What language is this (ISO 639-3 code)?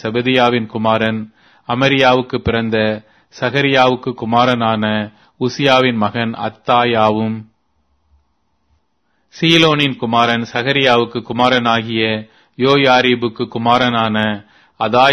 tam